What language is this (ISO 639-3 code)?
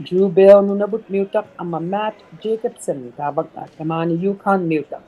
iku